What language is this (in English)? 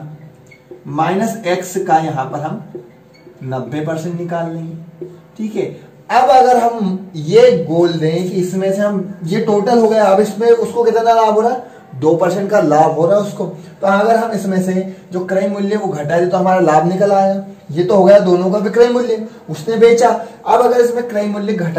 Hindi